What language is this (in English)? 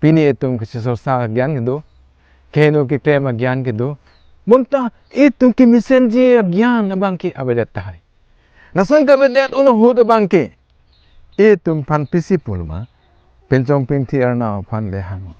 Karbi